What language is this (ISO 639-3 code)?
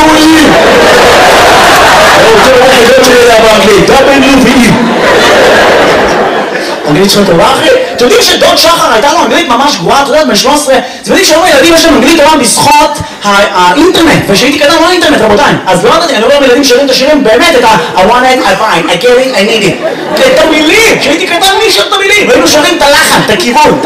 heb